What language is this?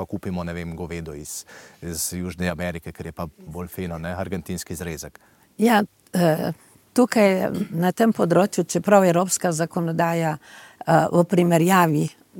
Slovenian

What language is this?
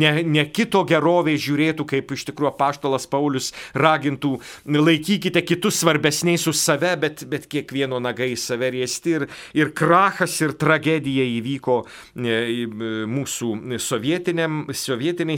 Lithuanian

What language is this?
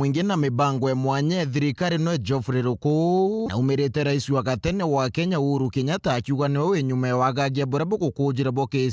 Meru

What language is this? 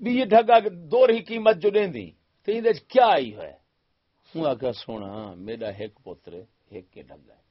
Saraiki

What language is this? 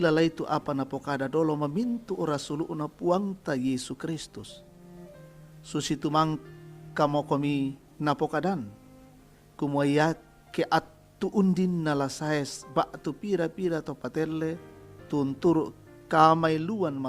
Toraja-Sa'dan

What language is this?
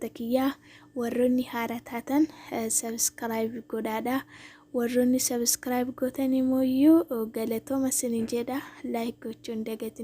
Oromo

